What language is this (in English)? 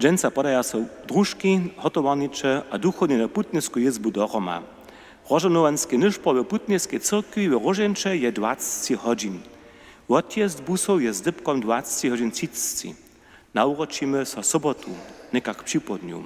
Upper Sorbian